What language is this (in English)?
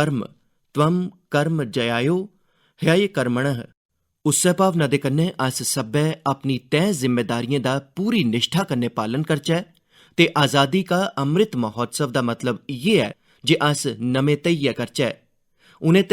Dogri